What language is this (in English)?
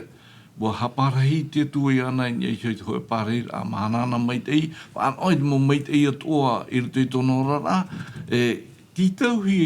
Tahitian